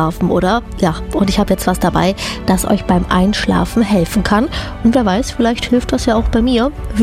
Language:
German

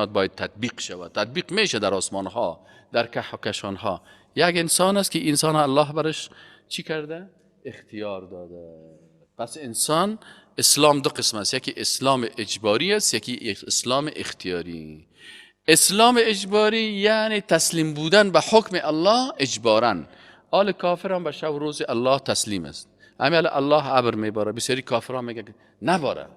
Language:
Persian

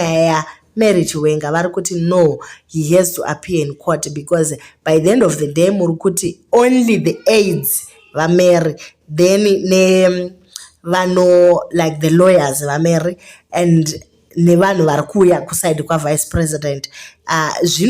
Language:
Shona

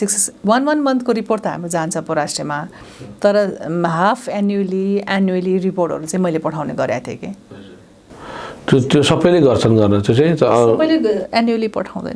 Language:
Nepali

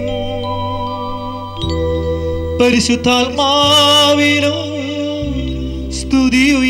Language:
Malayalam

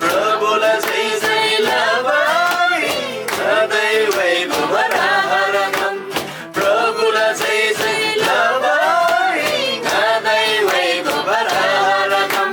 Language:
Eastern Tamang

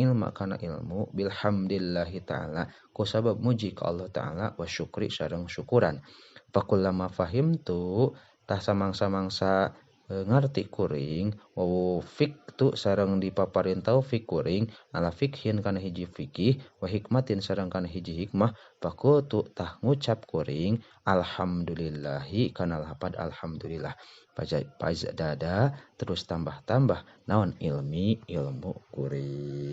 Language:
Sundanese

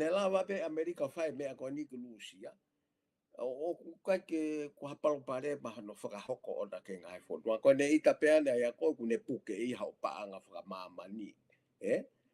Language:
Tongan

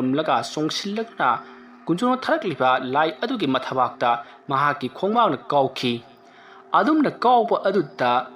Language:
Manipuri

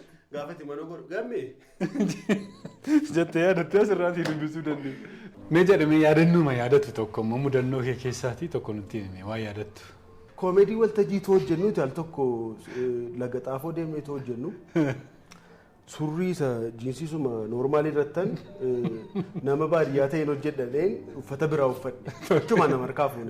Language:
Oromo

